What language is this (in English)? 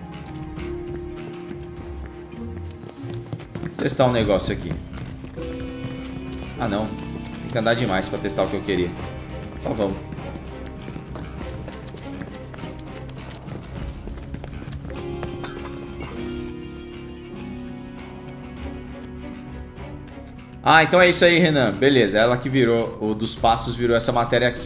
Portuguese